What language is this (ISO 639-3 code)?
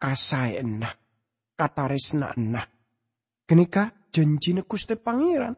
mad